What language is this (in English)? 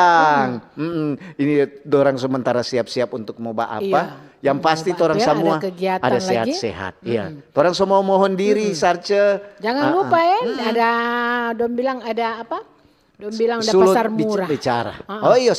Manado Malay